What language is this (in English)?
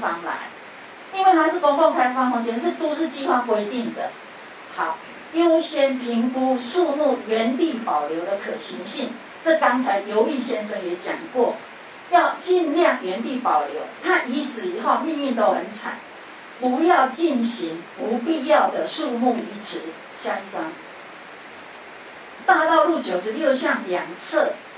Chinese